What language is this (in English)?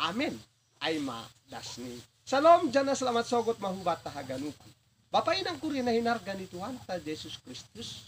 Batak Simalungun